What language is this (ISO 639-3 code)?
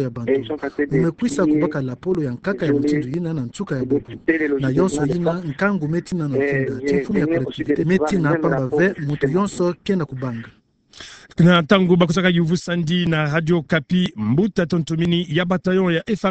ktu